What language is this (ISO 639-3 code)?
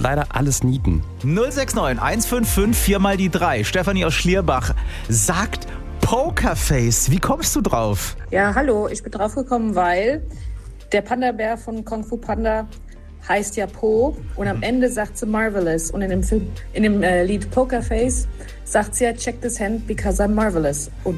deu